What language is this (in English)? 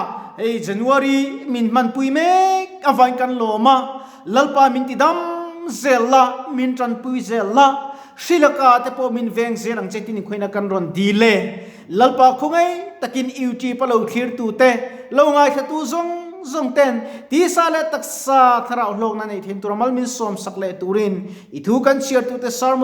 Mizo